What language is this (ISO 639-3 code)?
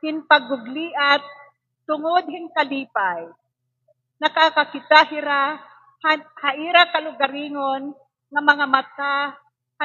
war